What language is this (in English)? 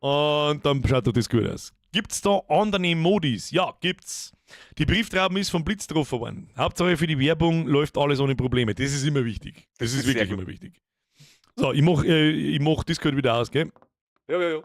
Bavarian